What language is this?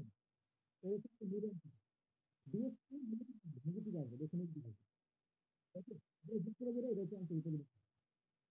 Bangla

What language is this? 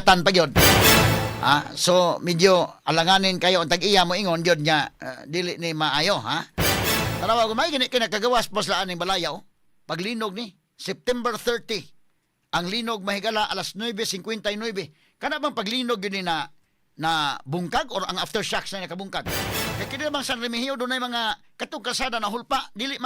Cebuano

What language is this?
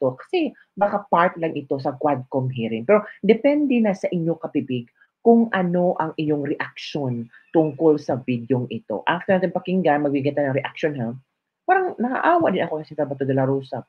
Filipino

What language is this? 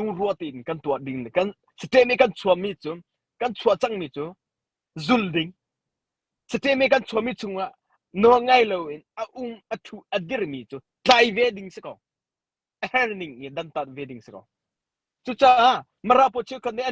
Hakha Chin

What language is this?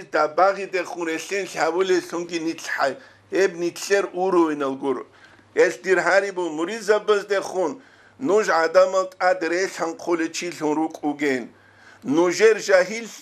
Avaric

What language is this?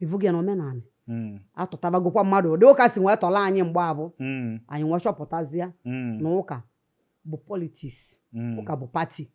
Igbo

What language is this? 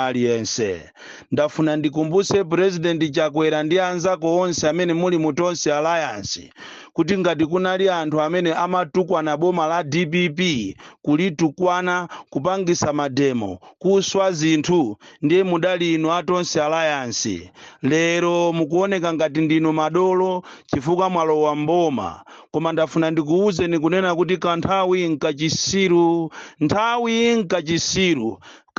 Nyanja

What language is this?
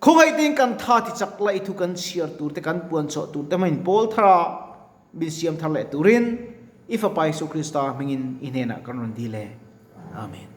Mizo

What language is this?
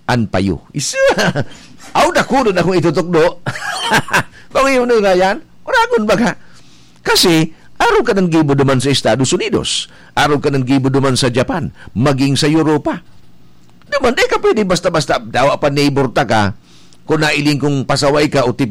Bikol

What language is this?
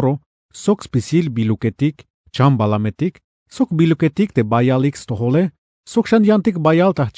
Tzeltal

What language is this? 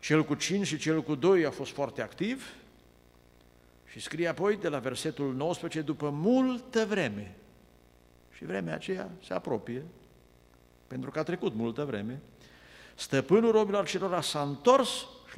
Romanian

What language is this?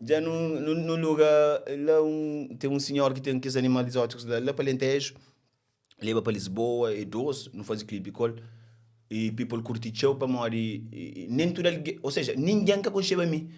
Kabuverdianu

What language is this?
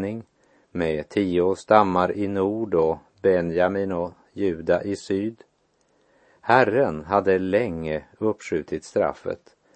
Swedish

